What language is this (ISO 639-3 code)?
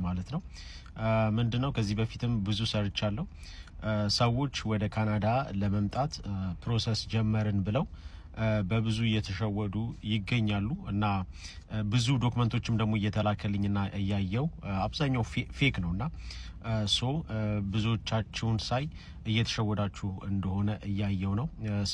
amh